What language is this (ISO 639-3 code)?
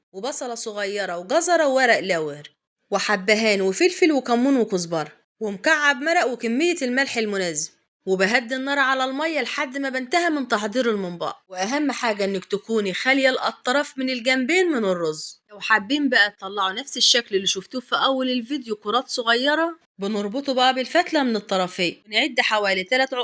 arz